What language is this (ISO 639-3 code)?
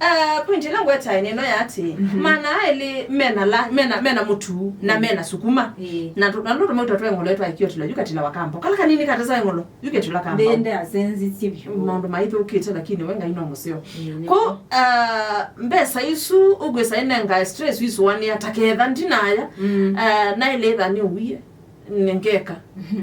kam